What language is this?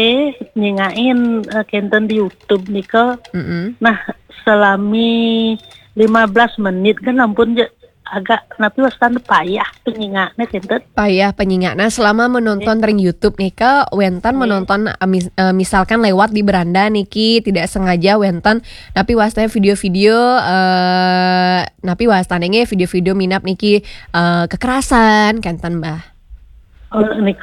Balinese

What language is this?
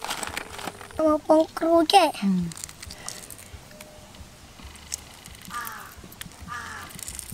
Vietnamese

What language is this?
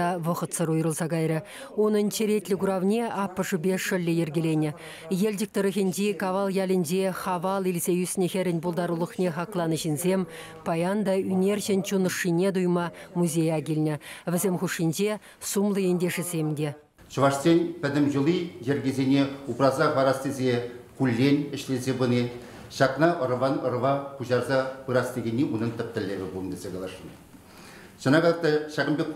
Chuvash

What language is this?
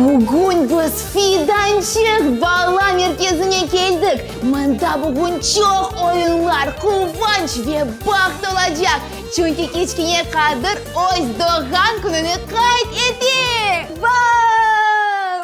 Crimean Tatar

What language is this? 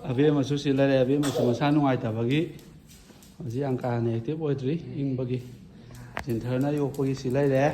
Manipuri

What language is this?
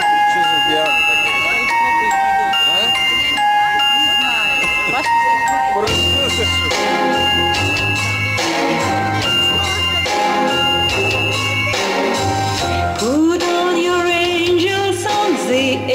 Russian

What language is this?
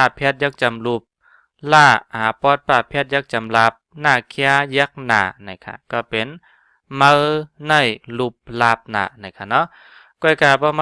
Shan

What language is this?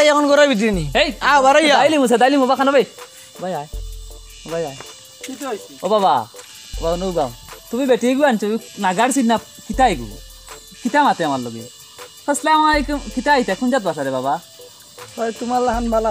Sylheti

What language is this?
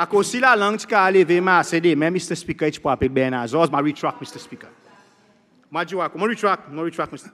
Seselwa Creole French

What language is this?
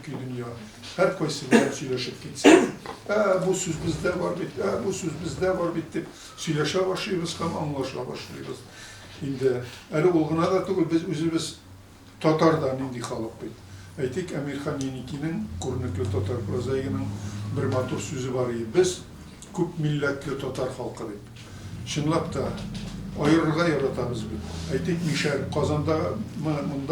Tatar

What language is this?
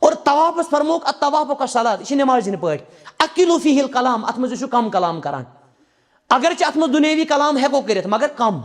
Kashmiri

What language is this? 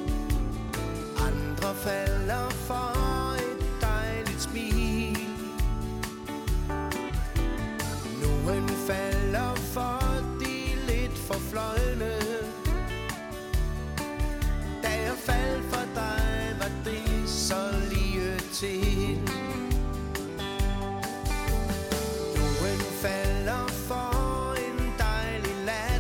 Danish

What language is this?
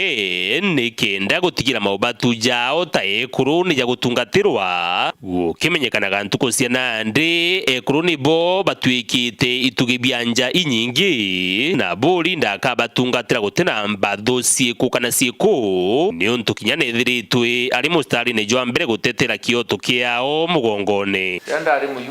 Meru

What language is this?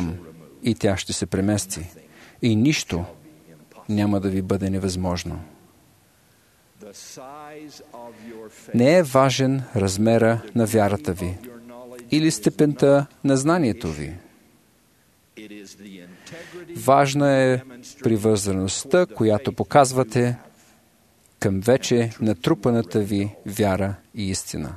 Bulgarian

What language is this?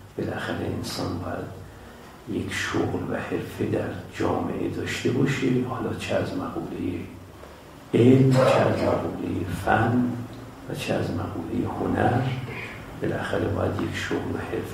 Persian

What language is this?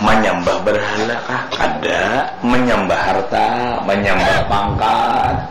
Banjar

